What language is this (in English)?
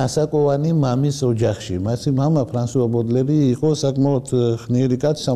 Georgian